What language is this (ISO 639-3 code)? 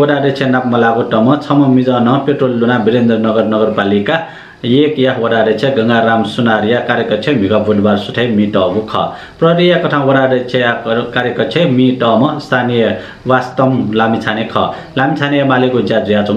new